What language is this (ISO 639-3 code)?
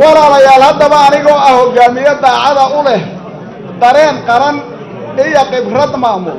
som